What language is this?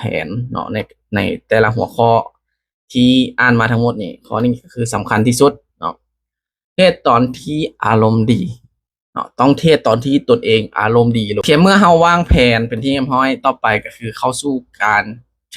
Lao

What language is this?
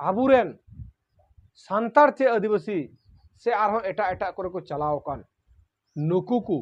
Santali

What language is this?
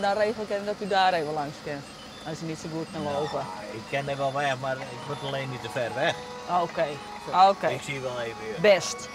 Western Frisian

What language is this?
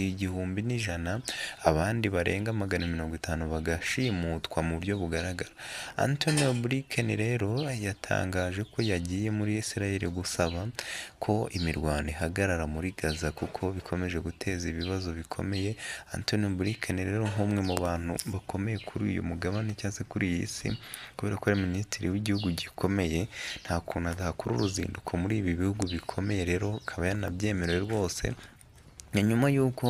Kinyarwanda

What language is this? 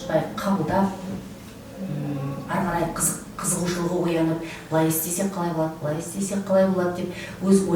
Kazakh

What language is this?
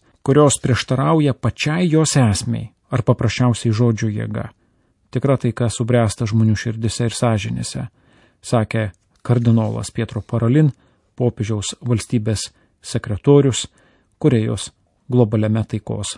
Lithuanian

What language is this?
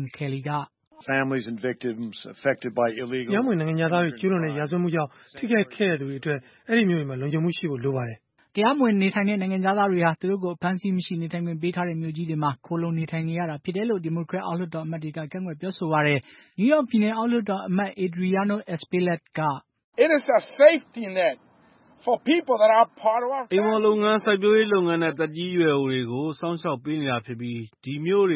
Burmese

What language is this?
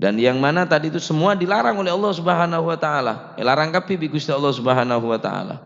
Madurese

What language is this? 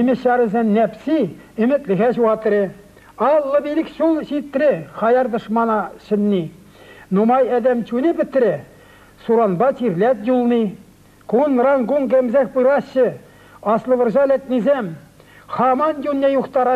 Chuvash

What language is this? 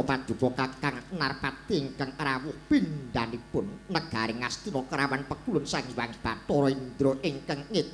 Javanese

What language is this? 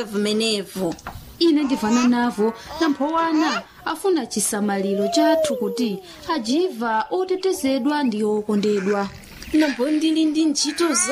Nyanja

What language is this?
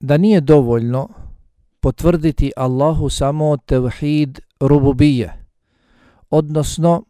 Bosnian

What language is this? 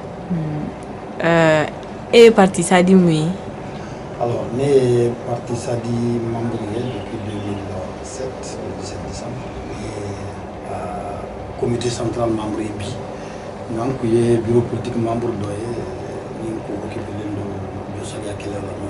Bambara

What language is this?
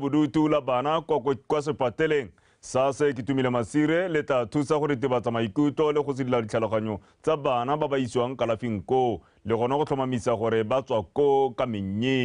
Tswana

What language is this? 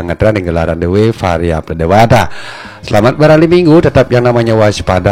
Balinese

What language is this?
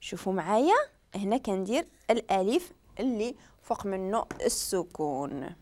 Moroccan Arabic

